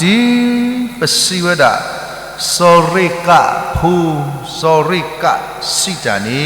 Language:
S'gaw Karen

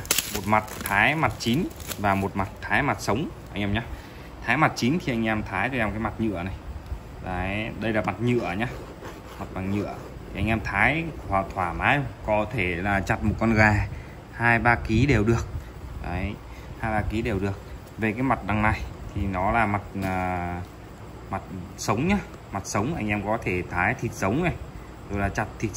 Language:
Vietnamese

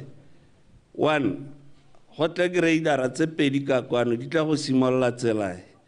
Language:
Tswana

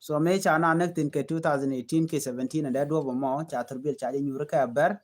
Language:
Nuer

